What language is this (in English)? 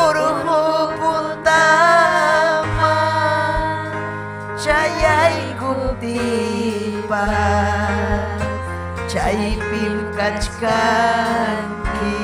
Ayacucho Quechua